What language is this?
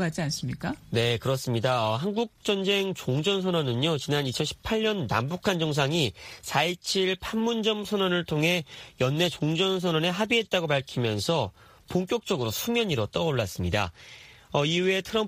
Korean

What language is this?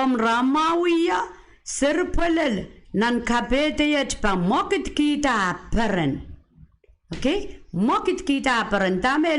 Pohnpeian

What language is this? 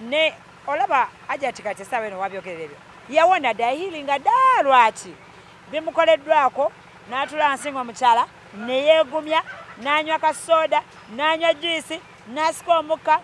Ganda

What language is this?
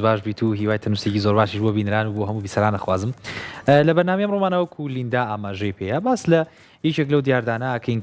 Central Kurdish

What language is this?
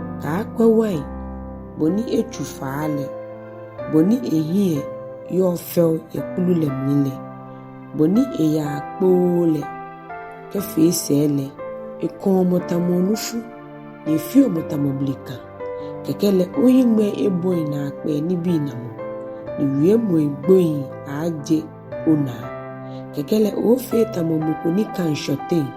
Ga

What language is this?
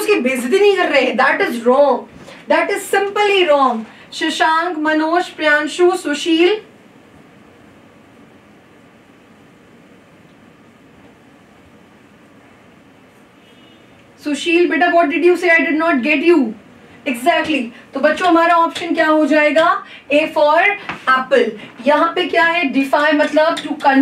Hindi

